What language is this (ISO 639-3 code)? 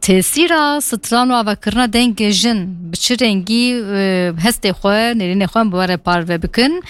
kur